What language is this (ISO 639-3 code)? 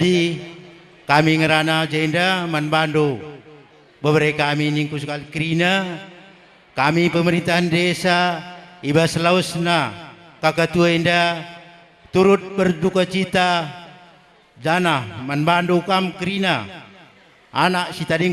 btx